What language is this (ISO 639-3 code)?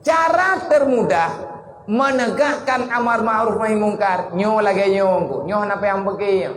ace